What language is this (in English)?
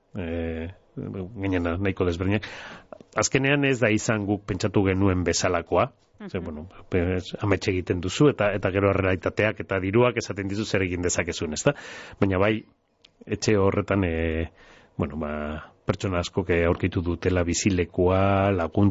Basque